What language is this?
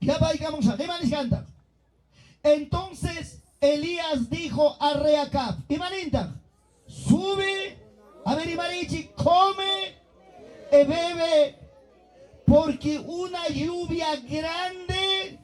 Ayacucho Quechua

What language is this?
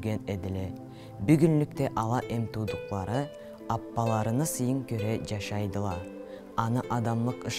Karachay-Balkar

